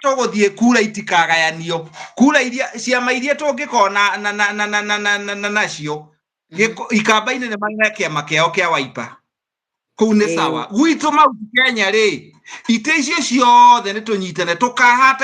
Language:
Kikuyu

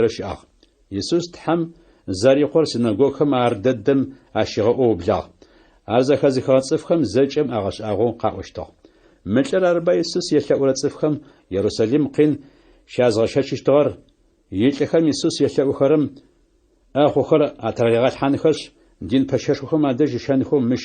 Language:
Adyghe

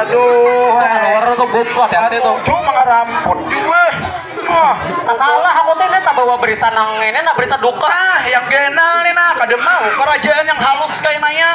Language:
Banjar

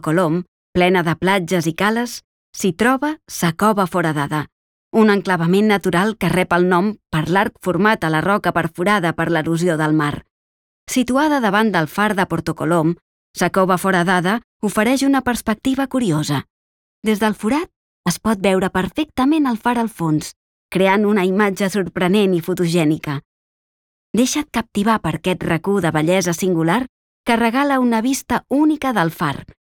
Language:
Catalan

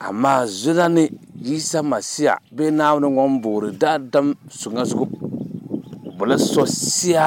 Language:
Dagbani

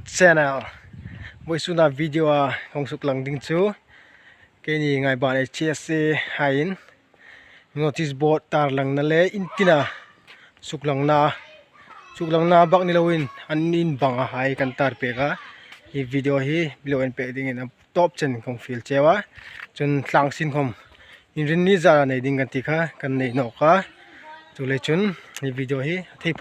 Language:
Hmar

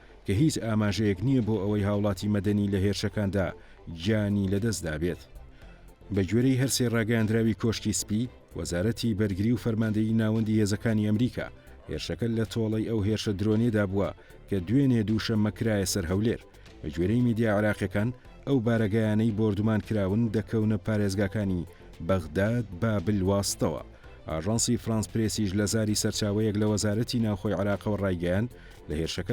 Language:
Central Kurdish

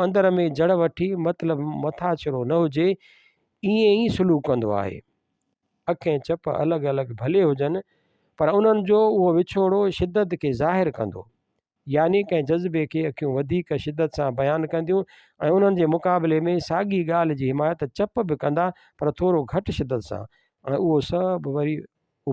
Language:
Sindhi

